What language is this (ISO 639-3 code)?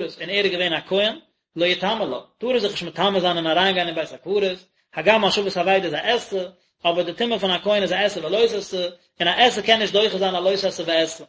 yid